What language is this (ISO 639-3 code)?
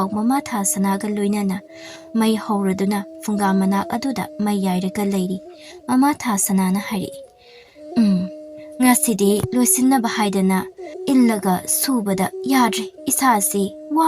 mni